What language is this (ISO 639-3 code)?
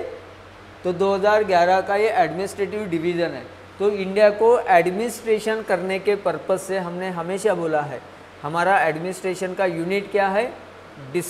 hin